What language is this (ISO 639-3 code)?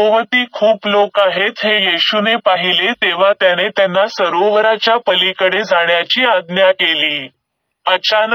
mar